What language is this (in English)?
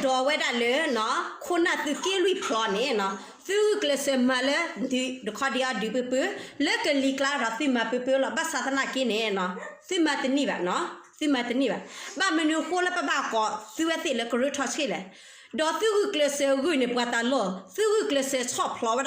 S'gaw Karen